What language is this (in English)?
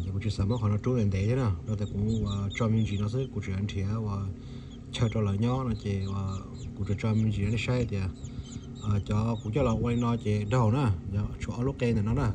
Hmong